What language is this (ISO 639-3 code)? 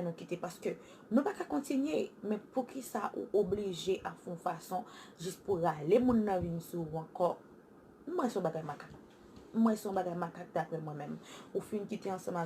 hat